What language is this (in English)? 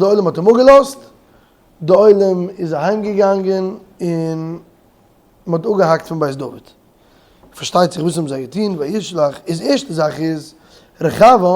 Yiddish